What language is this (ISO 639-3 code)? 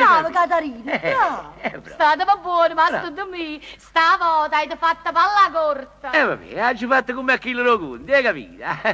nap